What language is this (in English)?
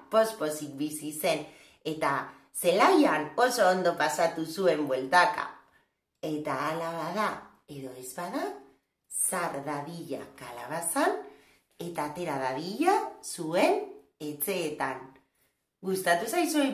Basque